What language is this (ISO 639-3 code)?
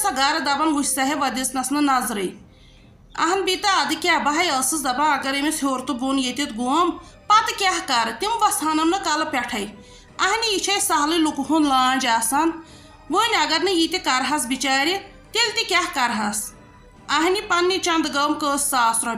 kas